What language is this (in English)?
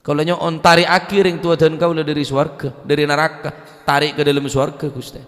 Madurese